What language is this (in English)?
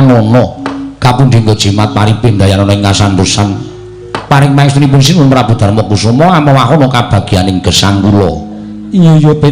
Javanese